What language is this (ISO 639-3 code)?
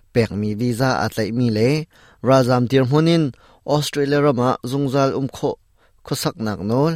cnh